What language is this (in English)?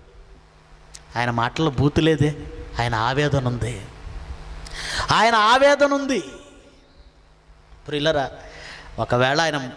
Telugu